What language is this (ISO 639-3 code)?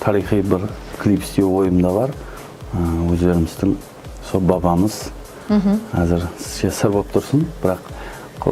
kaa